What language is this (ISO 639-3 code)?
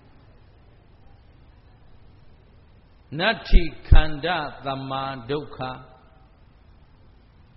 mya